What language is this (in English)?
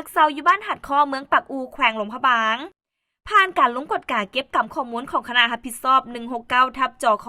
Lao